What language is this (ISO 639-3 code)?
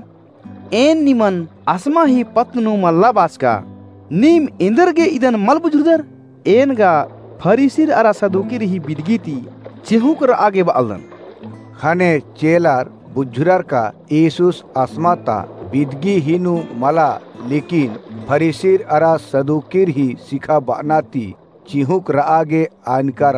kru